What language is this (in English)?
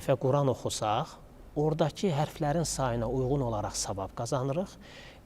Azerbaijani